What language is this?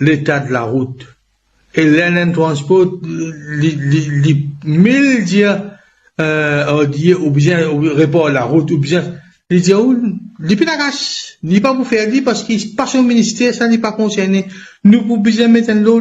Morisyen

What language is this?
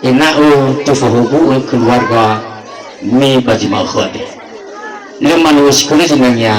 Nias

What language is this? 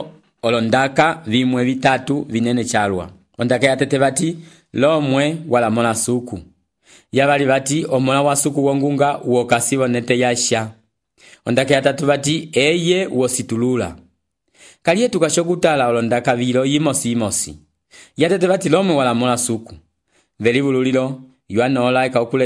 Umbundu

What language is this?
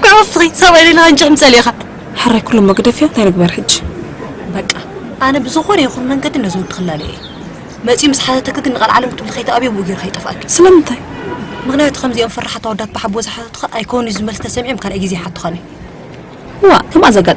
Tigrinya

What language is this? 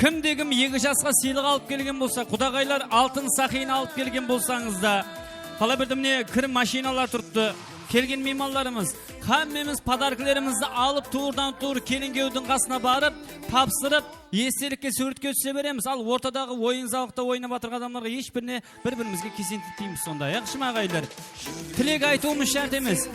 Kara-Kalpak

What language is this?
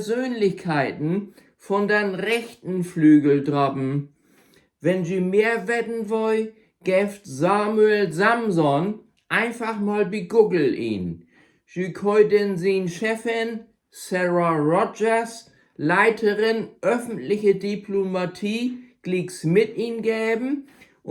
Low German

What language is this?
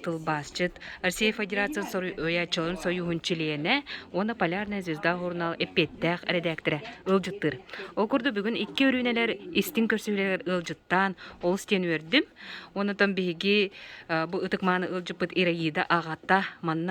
Yakut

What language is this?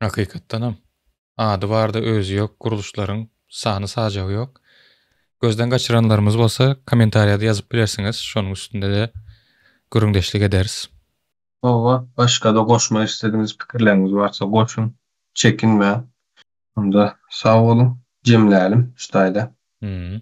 Turkmen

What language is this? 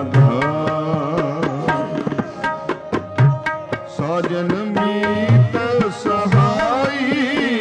Punjabi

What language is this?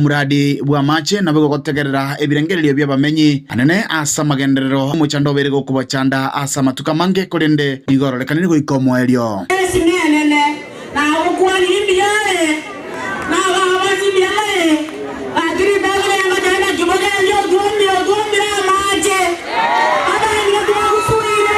Gusii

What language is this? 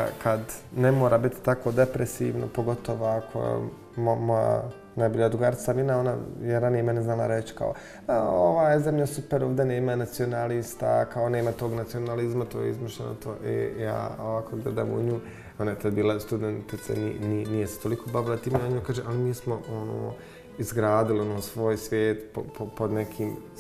Bosnian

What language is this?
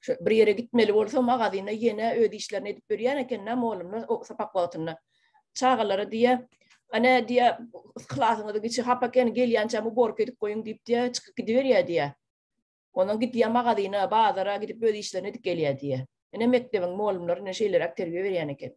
Turkmen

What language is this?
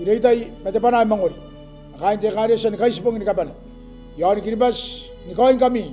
Gilbertese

